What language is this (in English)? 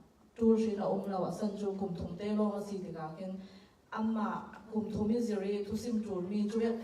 Falam Chin